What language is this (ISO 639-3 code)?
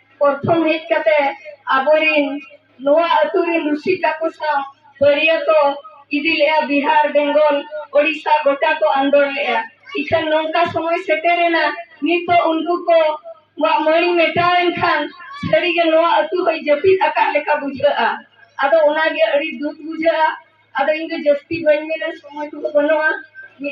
sat